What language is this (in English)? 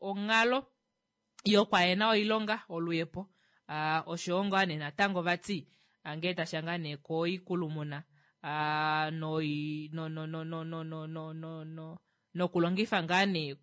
Kuanyama